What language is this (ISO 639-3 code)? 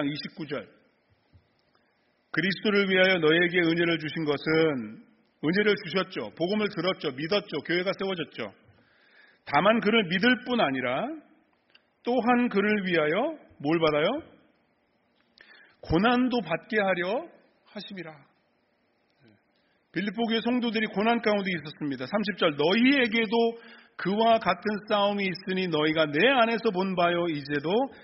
kor